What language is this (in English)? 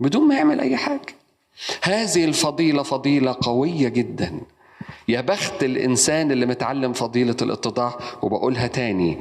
Egyptian Arabic